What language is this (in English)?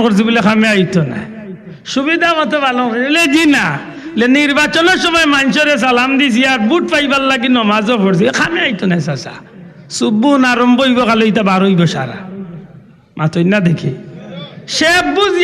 Sylheti